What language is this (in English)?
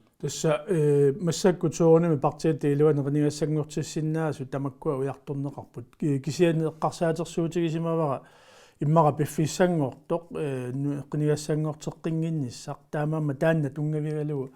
Kalaallisut